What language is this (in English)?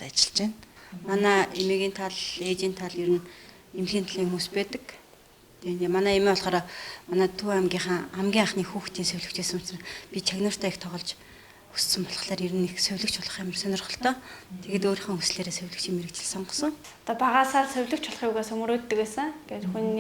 Mongolian